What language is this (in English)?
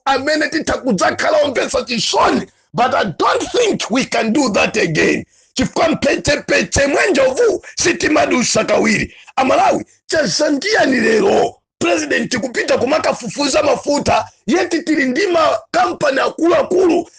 Nyanja